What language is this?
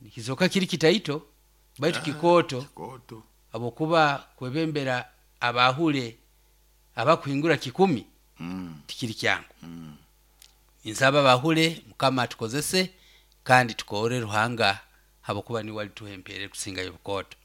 Nyoro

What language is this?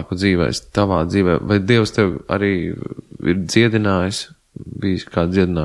Latvian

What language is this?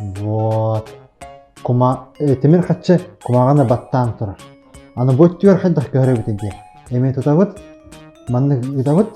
Yakut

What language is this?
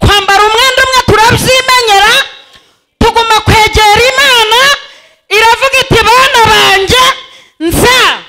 Kinyarwanda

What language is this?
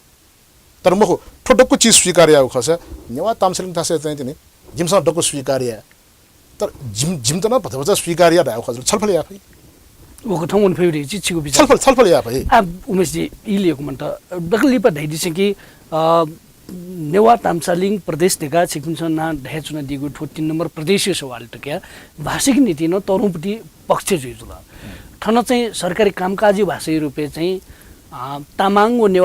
Newari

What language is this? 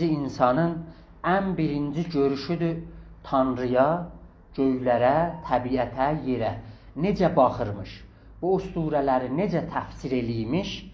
South Azerbaijani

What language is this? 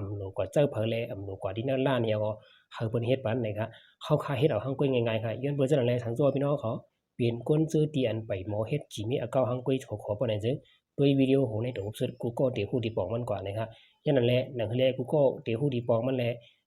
Shan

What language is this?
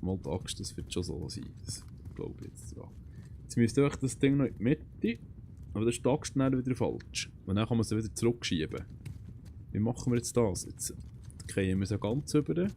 Swiss German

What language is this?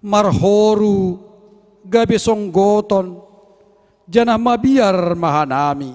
Batak Simalungun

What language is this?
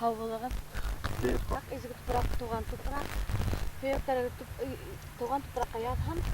Bashkir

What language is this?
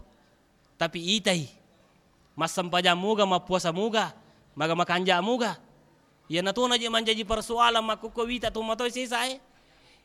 Buginese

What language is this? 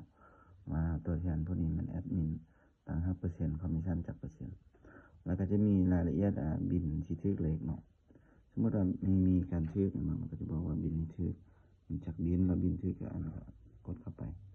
Lao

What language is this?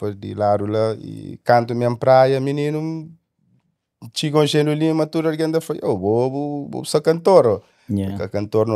Kabuverdianu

